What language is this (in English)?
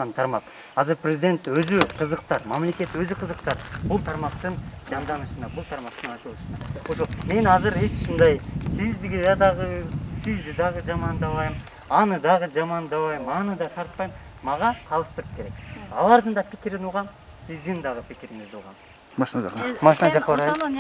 Kyrgyz